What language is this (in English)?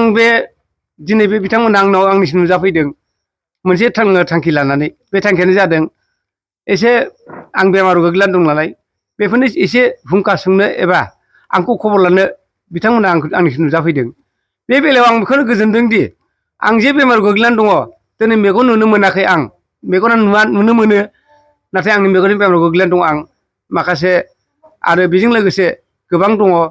Bodo